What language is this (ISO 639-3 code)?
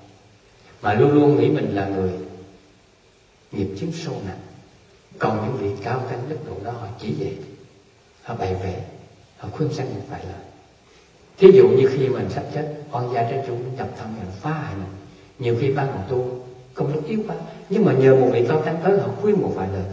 vie